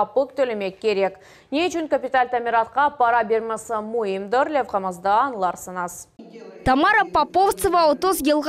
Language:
Crimean Tatar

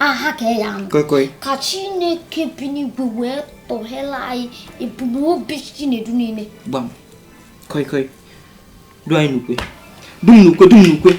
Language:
Igbo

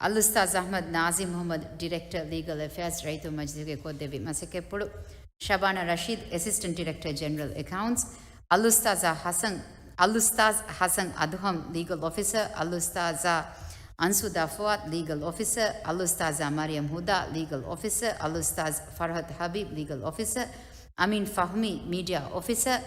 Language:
Divehi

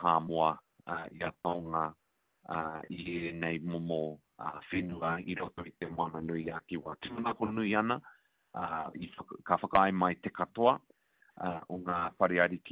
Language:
Māori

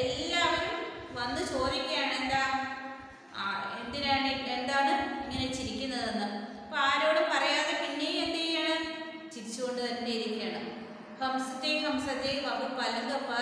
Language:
Malayalam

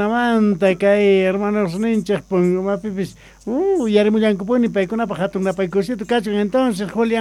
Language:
Quechua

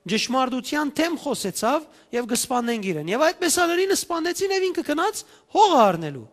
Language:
Western Armenian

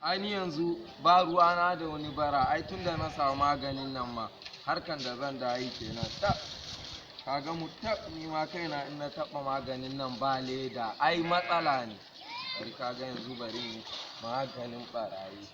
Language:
Hausa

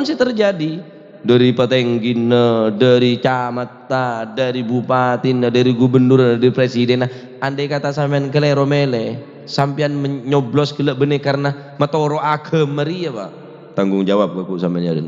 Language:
Madurese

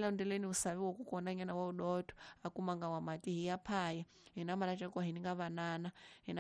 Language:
Tsonga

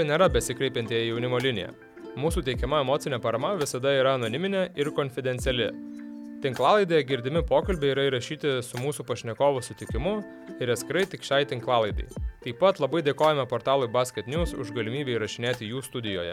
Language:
Lithuanian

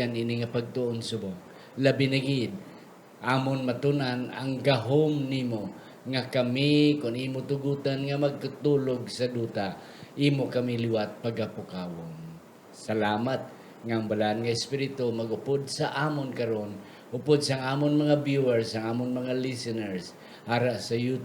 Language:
Hiligaynon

